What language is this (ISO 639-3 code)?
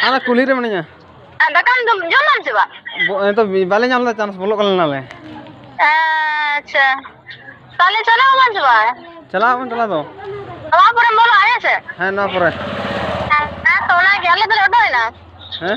sat